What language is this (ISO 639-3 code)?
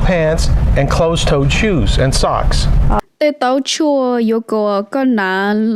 hmn